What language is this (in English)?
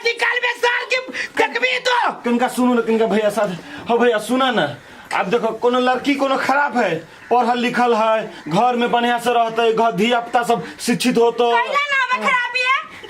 Maithili